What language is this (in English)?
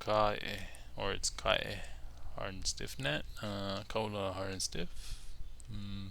Hawaiian